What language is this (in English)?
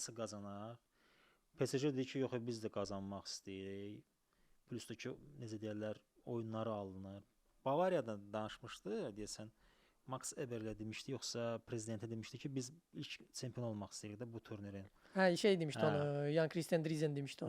Azerbaijani